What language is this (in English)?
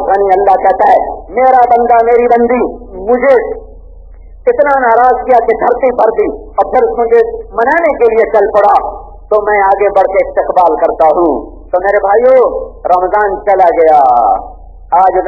Urdu